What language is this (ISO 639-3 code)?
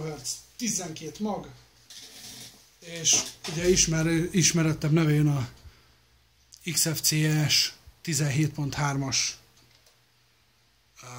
hun